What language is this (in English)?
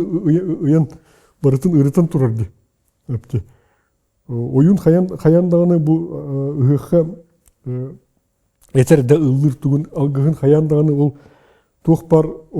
Yakut